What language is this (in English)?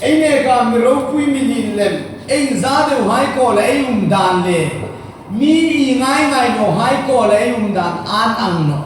Hmar